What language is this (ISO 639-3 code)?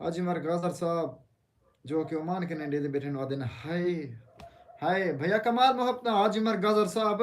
skr